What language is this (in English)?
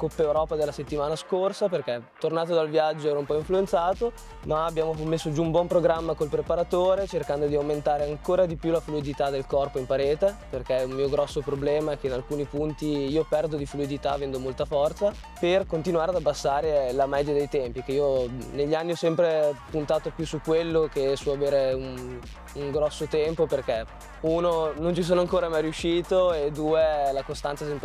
Italian